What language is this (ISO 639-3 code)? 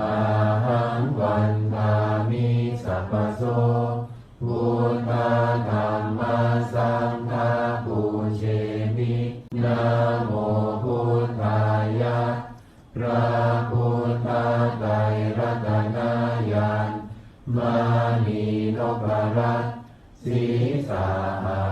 pli